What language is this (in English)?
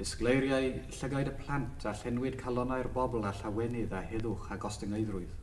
Welsh